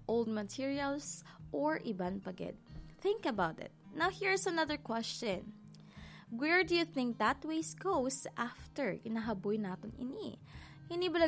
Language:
Hiligaynon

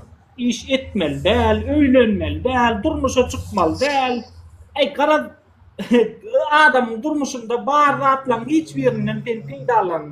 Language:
Turkmen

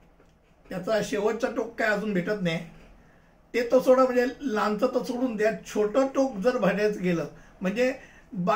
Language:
Marathi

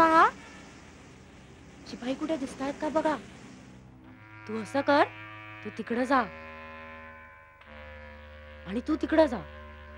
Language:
Marathi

